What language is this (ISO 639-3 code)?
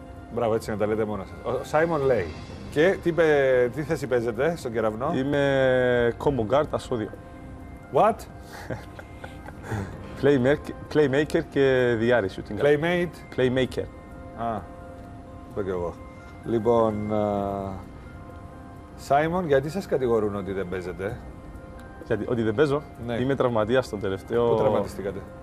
ell